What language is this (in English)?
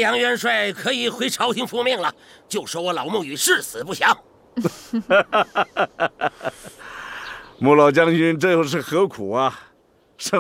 Chinese